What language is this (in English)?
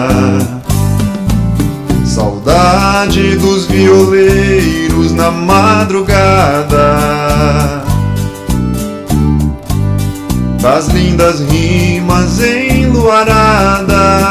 Portuguese